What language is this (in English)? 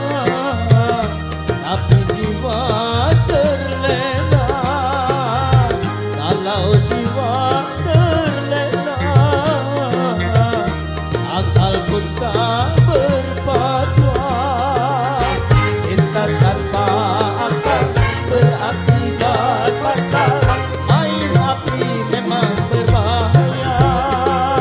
Indonesian